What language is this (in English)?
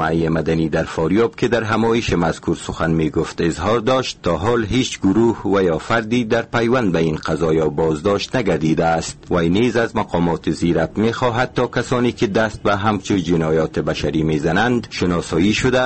Persian